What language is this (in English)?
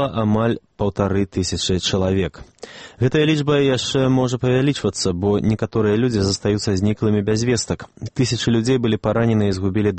Belarusian